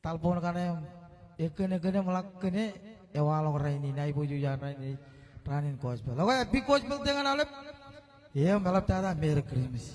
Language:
Marshallese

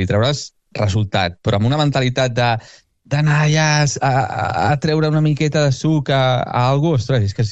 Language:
Catalan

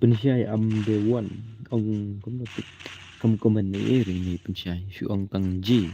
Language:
Khasi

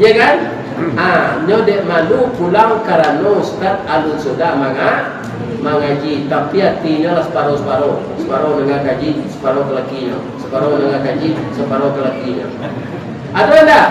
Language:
Minangkabau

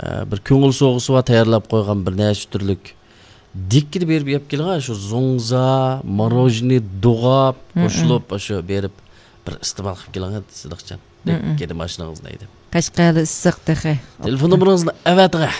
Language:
Uyghur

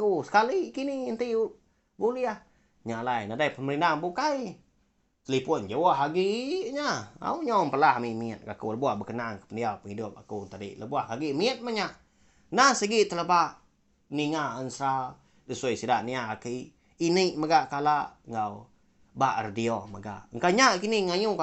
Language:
Iban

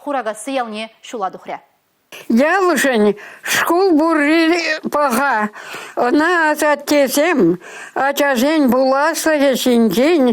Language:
Chuvash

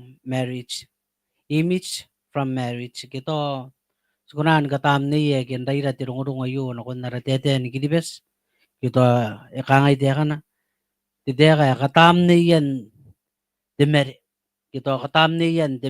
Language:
Gilbertese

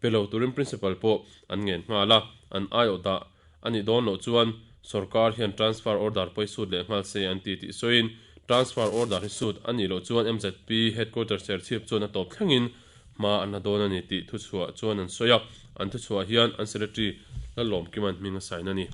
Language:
Mizo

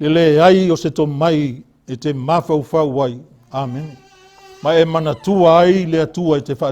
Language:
Samoan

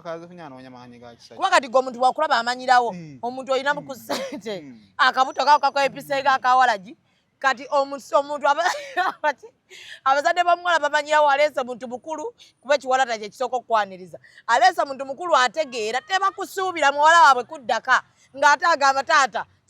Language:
Ganda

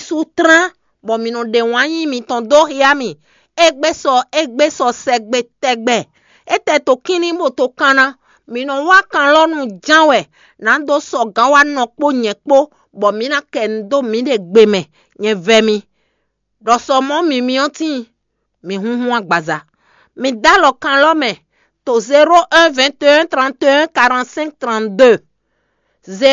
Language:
Fon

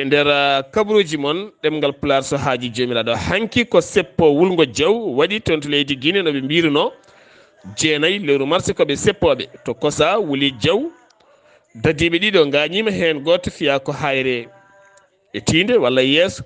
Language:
Fula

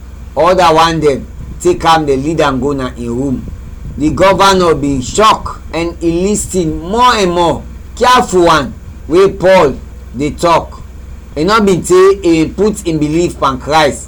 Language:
Krio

